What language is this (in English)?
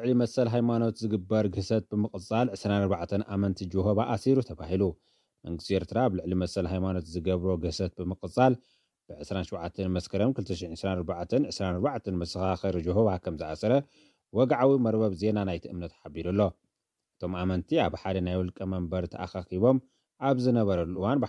Tigrinya